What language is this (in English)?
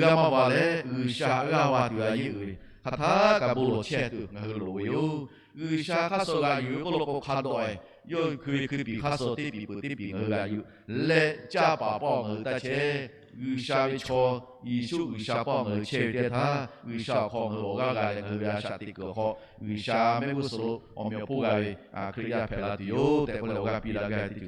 Lahu